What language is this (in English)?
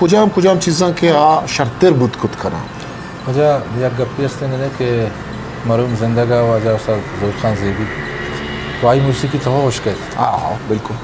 Eastern Balochi